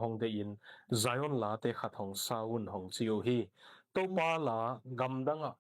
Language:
Tedim Chin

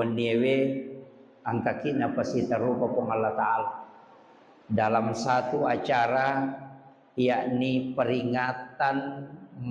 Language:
Buginese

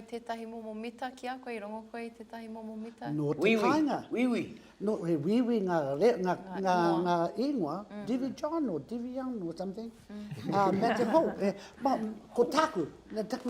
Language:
Māori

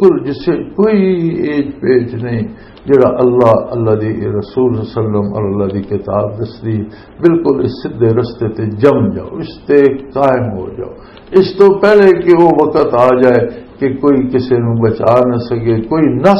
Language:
Western Panjabi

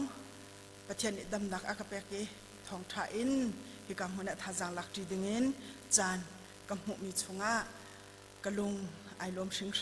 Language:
Hakha Chin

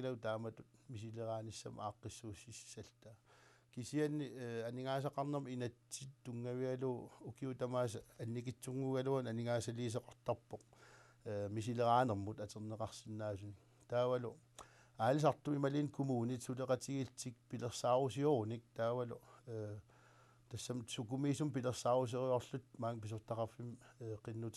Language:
Kalaallisut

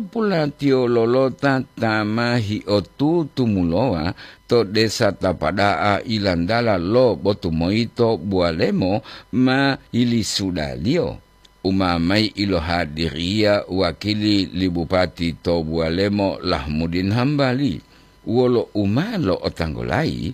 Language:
Gorontalo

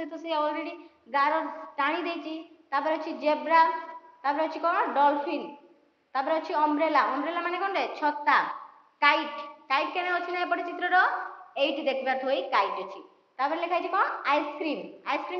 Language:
Odia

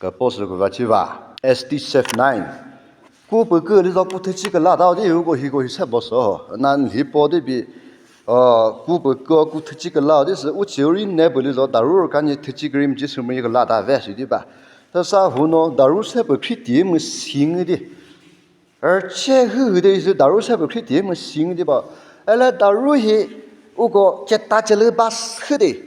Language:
Chokri Naga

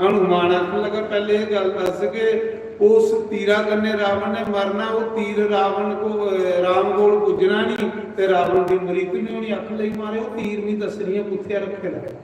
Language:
Dogri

